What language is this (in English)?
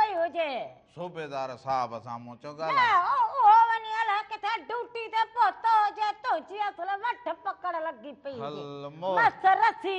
Sindhi